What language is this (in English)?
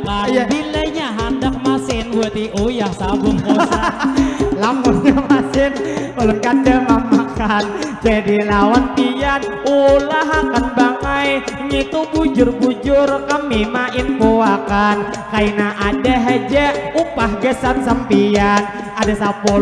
Banjar